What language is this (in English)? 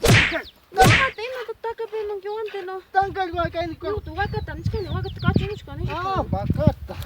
Ayacucho Quechua